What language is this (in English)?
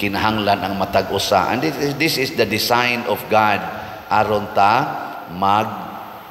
Cebuano